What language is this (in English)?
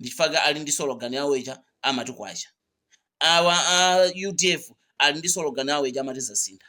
Nyanja